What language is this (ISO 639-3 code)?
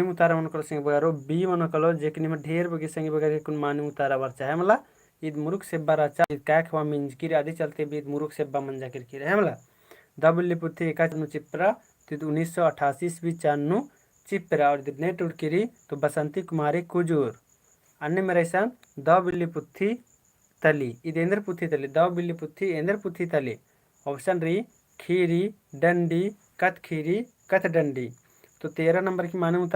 kru